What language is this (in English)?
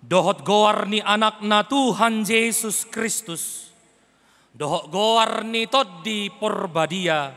Batak Toba